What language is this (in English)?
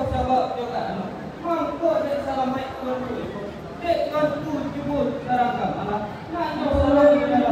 Minangkabau